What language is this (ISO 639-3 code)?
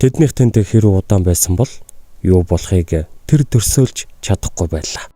mon